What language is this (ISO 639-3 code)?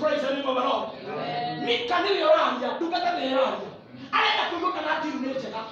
kik